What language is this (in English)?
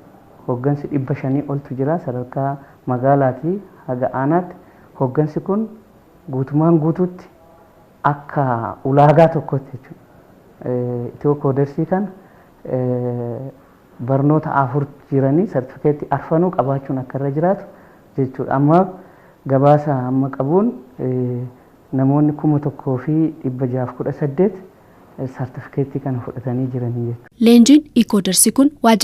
Oromo